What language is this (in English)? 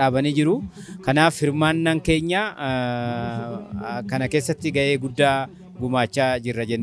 Oromo